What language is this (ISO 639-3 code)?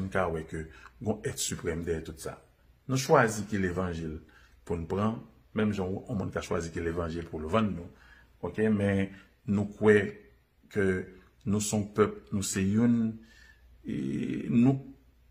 hat